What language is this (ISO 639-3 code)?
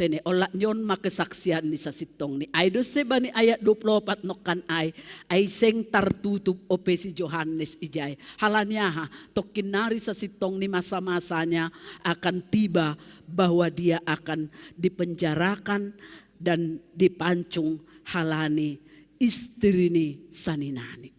bts